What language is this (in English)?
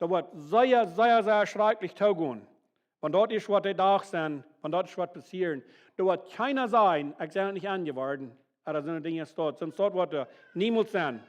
Plautdietsch